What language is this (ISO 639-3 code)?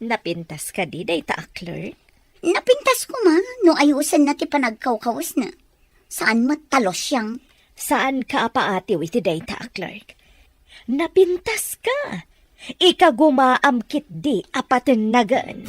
ilo